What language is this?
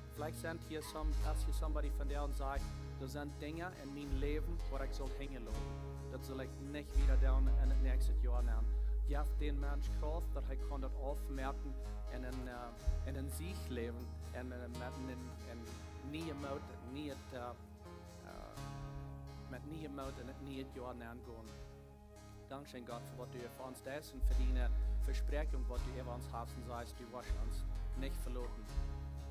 Plautdietsch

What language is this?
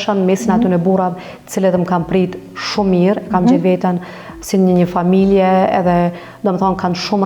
Albanian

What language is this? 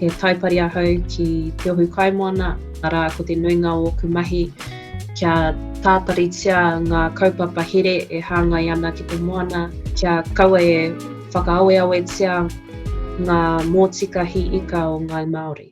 Māori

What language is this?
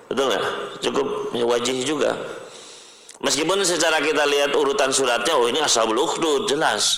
Indonesian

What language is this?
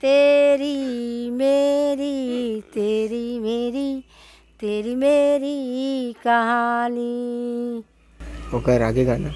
Chhattisgarhi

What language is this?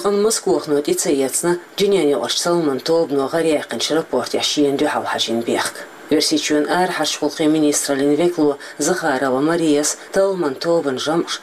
Chechen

